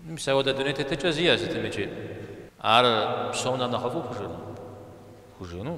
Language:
Kabardian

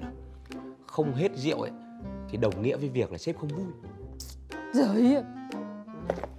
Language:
Vietnamese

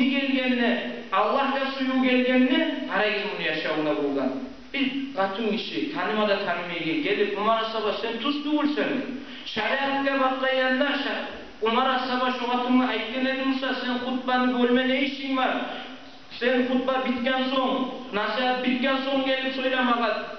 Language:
Kumyk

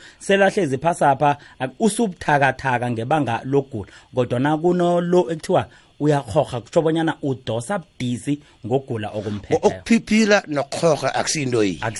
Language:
South Ndebele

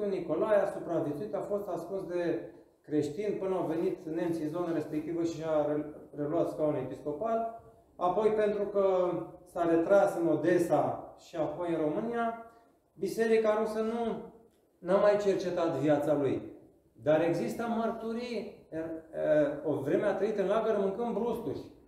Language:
Romanian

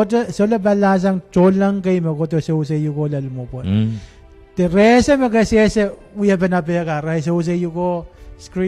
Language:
Pohnpeian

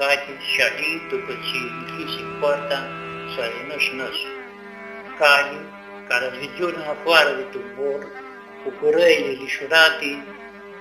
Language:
Aromanian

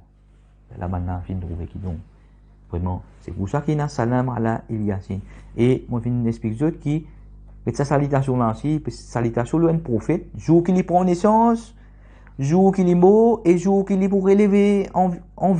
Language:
Morisyen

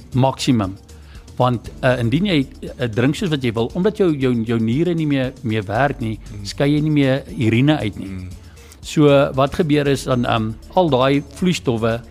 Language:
Afrikaans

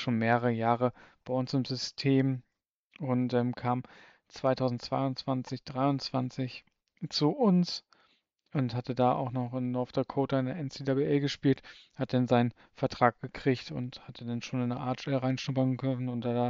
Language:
German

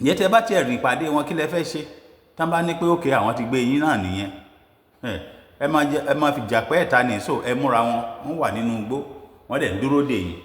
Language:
Yoruba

